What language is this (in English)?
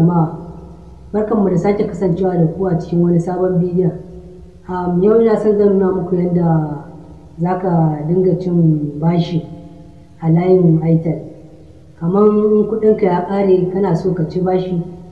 Hausa